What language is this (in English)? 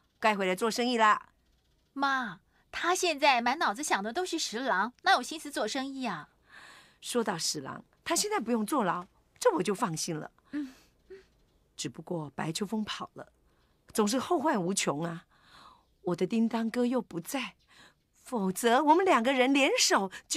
Chinese